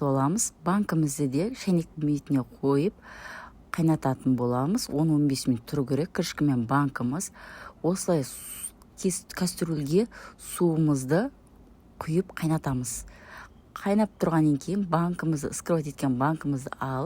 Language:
Kazakh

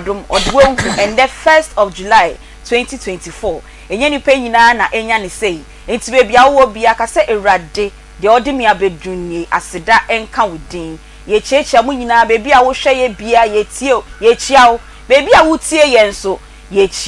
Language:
Akan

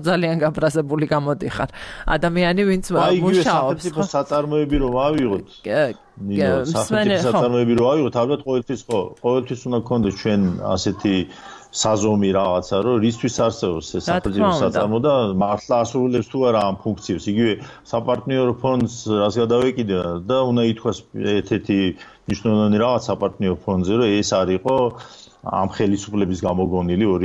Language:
Georgian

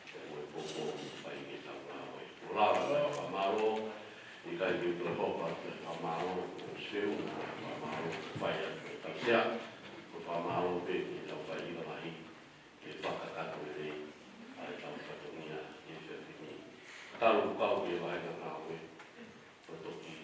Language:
Tongan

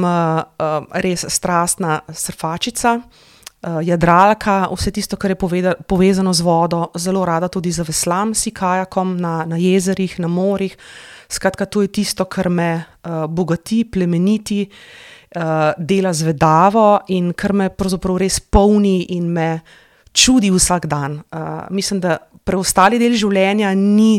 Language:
Slovenian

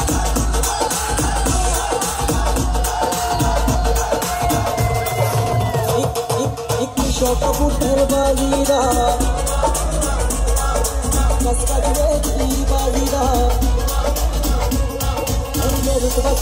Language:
Punjabi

